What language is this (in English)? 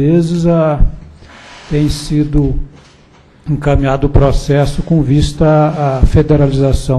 Portuguese